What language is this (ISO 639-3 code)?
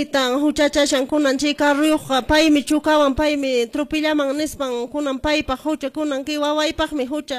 que